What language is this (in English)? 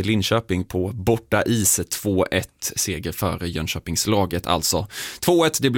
Swedish